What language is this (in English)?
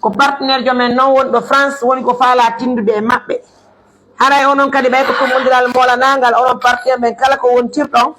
Pular